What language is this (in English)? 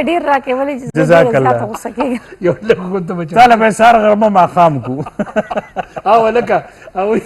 Pashto